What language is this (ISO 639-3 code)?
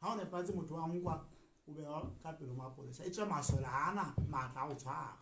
sot